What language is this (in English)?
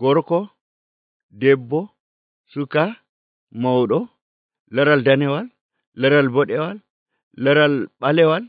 Nigerian Fulfulde